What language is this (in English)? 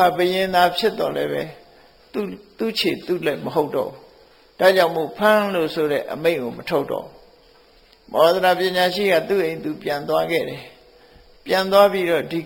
Burmese